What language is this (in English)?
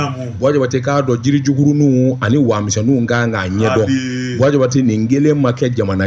Bambara